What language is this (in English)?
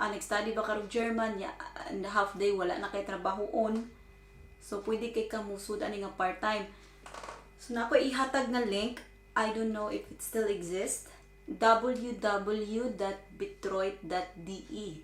Cebuano